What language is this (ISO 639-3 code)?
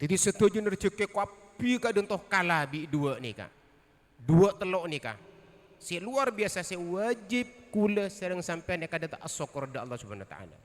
mad